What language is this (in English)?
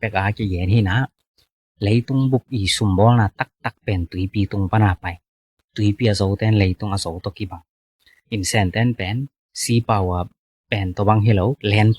Tedim Chin